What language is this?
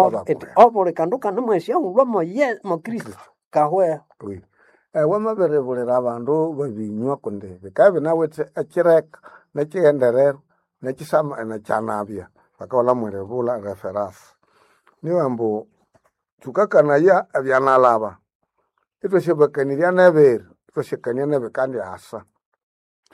Nande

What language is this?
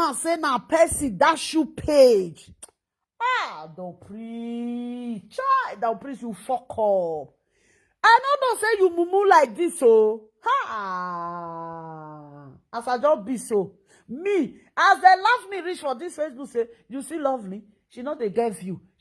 Nigerian Pidgin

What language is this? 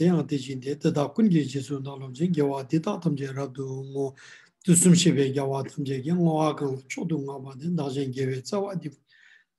Ladakhi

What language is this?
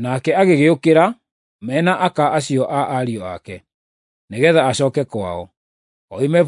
Kikuyu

